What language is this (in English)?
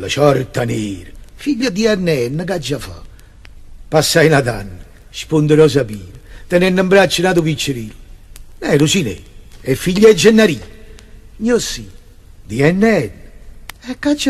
Neapolitan